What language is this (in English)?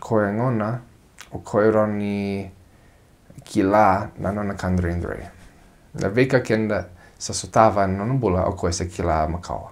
Fijian